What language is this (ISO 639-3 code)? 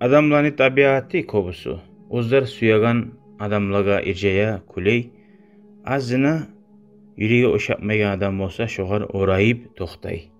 kum